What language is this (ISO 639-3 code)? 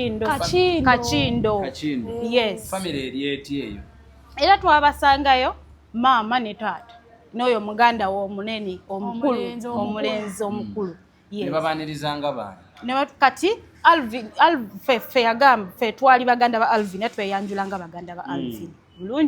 lug